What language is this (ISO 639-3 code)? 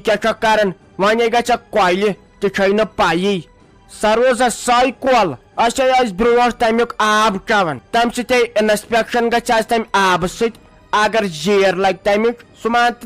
kas